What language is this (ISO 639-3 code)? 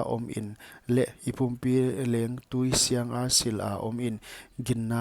pck